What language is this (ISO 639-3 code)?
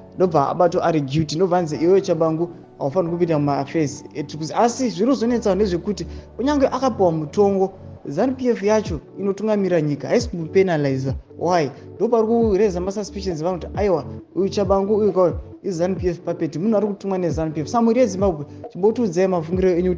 sna